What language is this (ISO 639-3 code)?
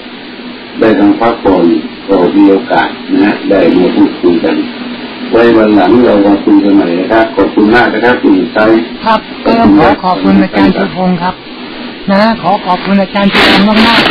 tha